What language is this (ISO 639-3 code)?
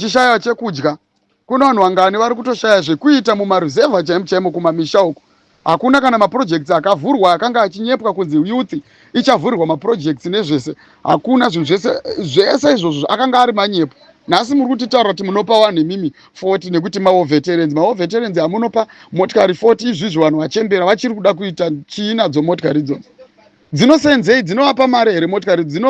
sna